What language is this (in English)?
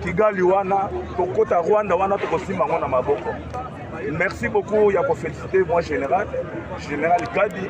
Lingala